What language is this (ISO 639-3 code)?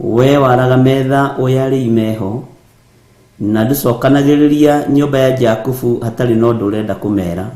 kik